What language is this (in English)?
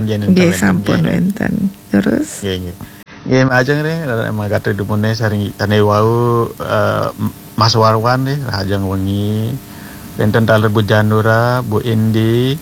Balinese